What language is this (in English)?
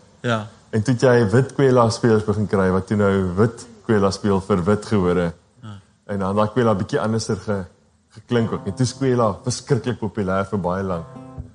Afrikaans